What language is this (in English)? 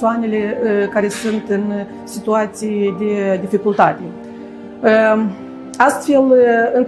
Romanian